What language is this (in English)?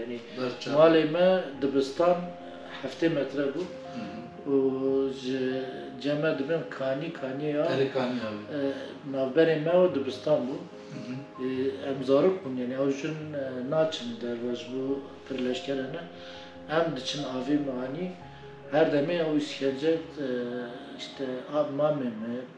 Kurdish